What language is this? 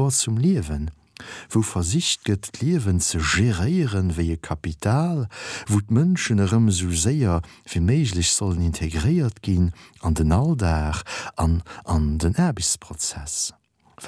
Luxembourgish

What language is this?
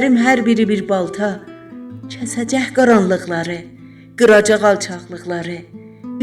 South Azerbaijani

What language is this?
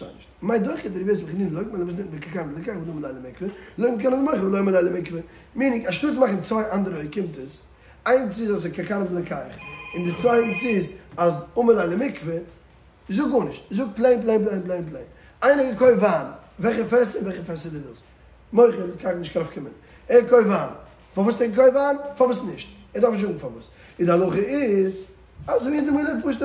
Yiddish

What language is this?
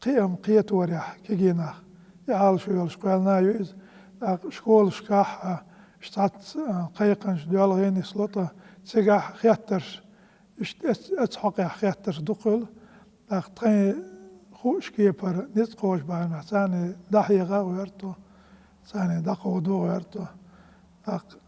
Chechen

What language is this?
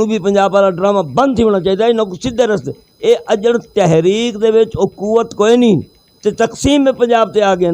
Western Panjabi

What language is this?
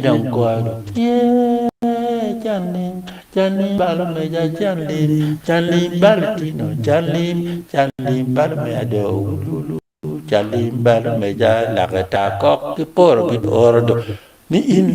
Acoli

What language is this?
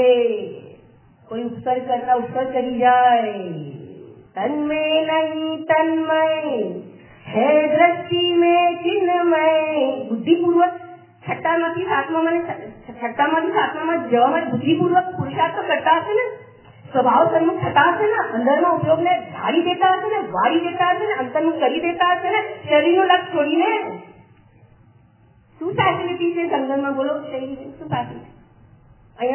Gujarati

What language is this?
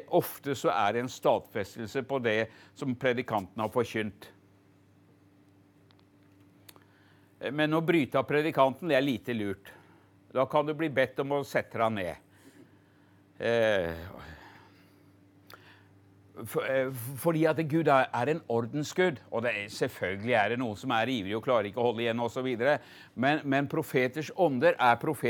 Norwegian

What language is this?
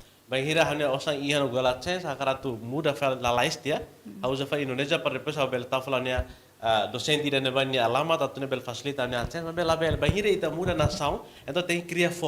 Tetum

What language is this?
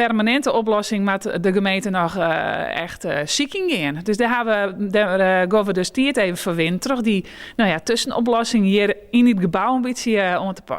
Western Frisian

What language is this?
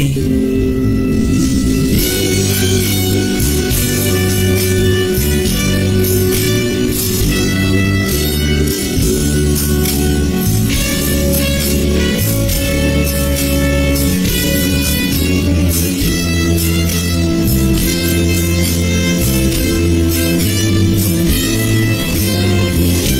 Japanese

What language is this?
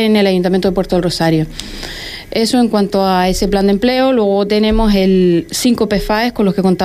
Spanish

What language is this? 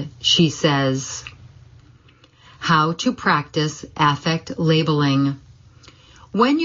English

